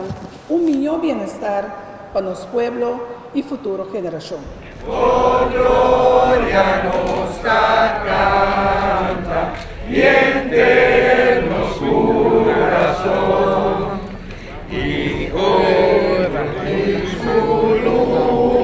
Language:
Papiamento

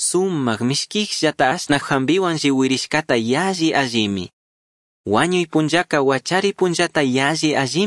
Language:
Chimborazo Highland Quichua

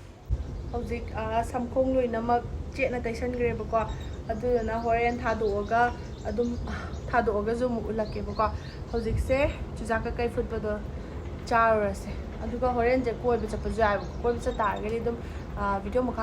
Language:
Manipuri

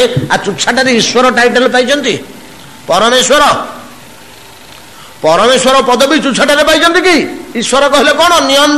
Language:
Odia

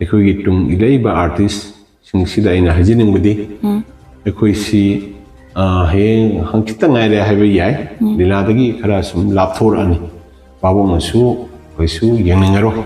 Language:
Manipuri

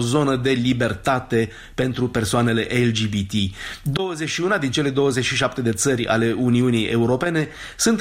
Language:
Romanian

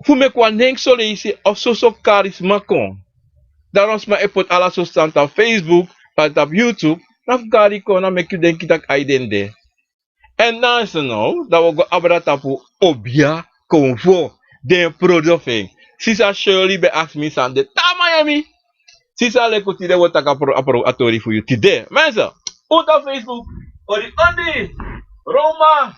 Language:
Sranan Tongo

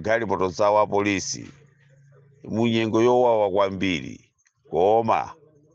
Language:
Nyanja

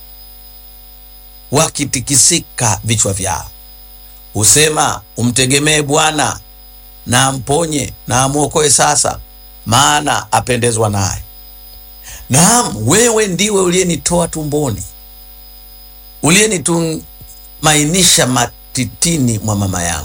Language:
Swahili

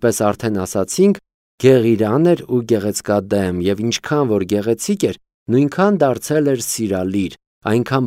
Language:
Armenian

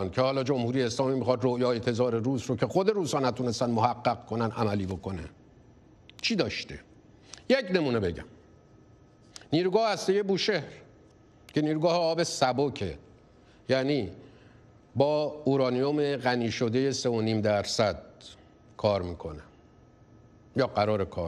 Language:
Persian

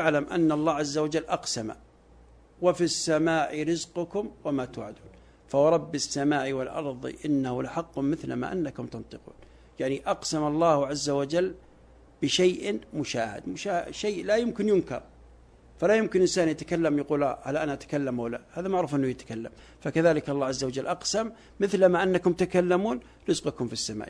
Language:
Arabic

